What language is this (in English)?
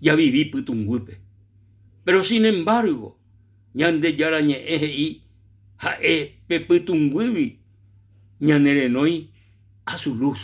Guarani